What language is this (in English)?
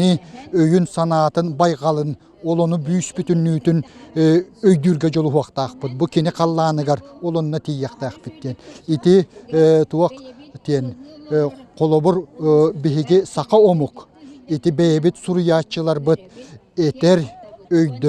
Yakut